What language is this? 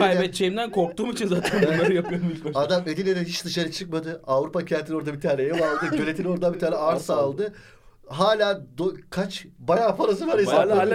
Turkish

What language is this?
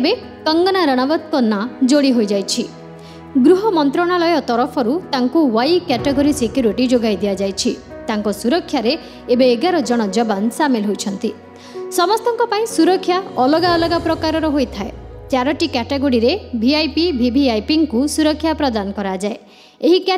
Odia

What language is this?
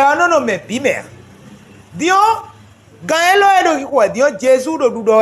Fon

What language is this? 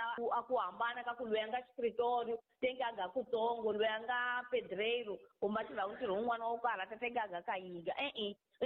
Tsonga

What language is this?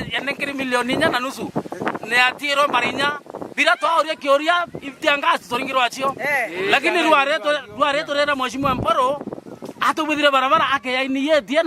Meru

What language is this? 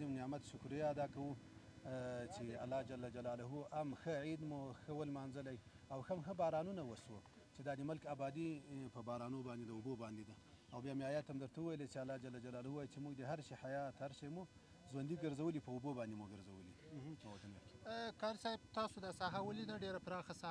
Pashto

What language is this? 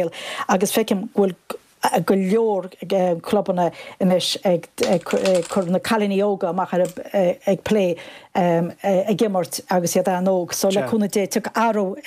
Irish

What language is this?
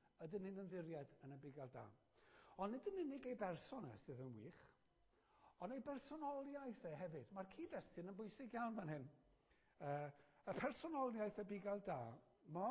Welsh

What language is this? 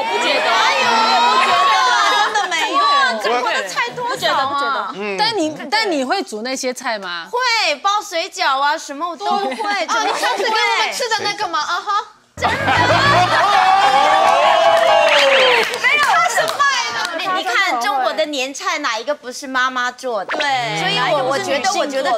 Chinese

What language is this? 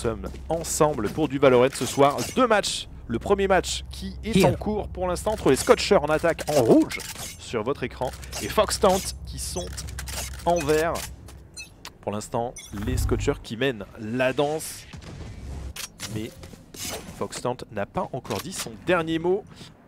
French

